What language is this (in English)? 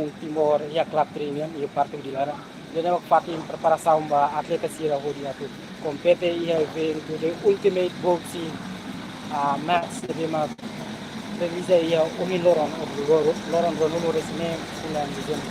Tetum